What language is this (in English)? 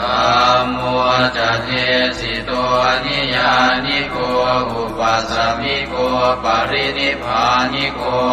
Pali